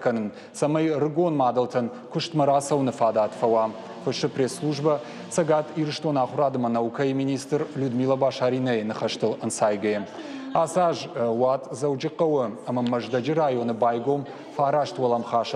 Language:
Ossetic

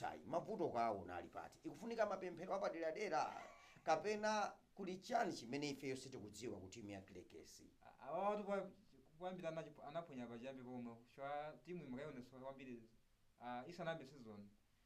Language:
Nyanja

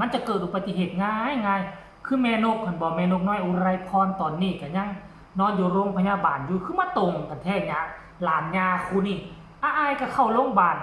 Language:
Northeastern Thai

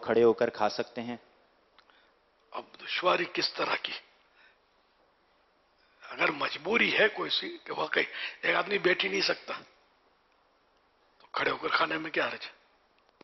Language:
Urdu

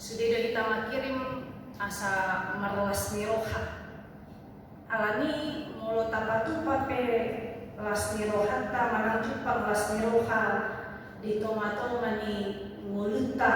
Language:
Batak Toba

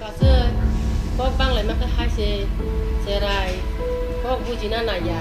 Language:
Kok Borok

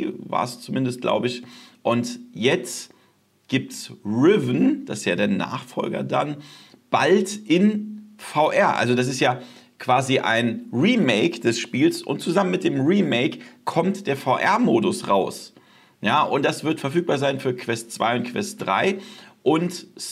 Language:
German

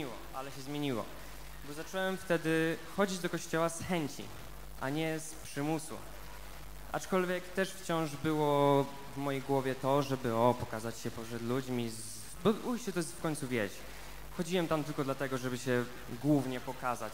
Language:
Polish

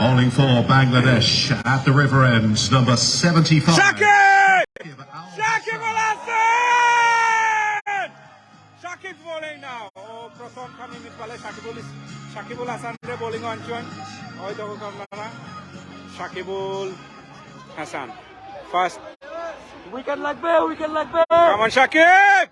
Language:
Sylheti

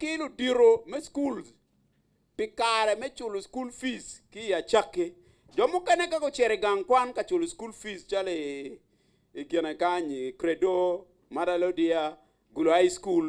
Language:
Acoli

